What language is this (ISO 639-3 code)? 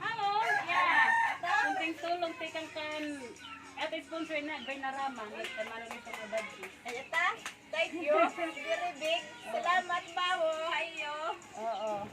war